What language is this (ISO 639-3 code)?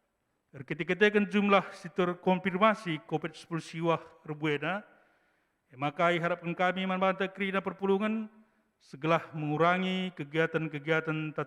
btx